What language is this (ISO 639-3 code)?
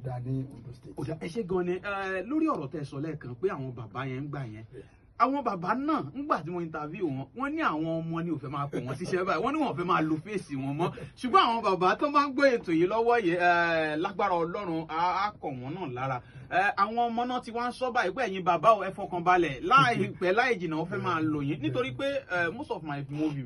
yor